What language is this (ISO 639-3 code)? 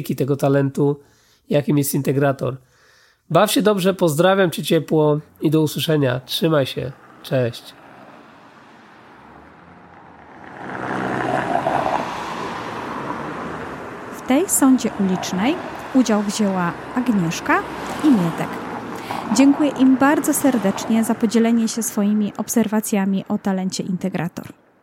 pol